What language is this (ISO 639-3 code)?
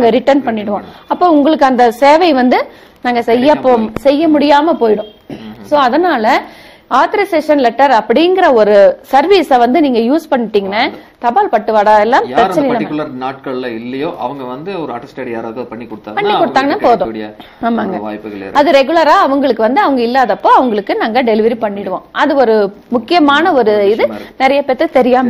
tam